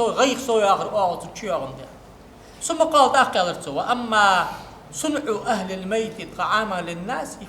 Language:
Ingush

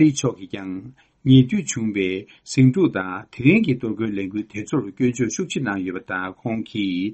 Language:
Tibetan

